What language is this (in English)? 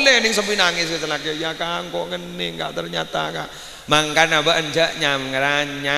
Madurese